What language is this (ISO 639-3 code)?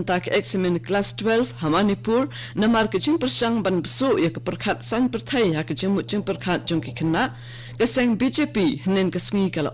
kha